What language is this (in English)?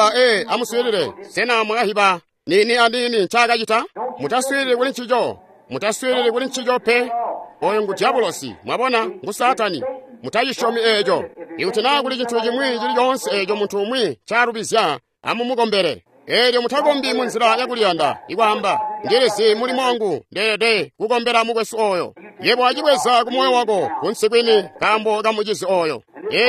Tonga (Zambia)